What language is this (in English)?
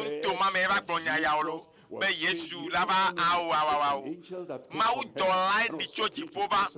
Ewe